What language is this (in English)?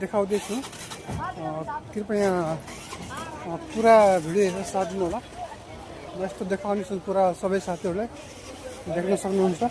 Nepali